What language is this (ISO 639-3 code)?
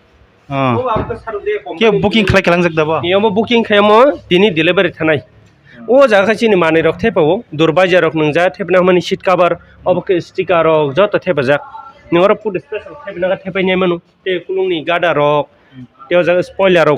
trp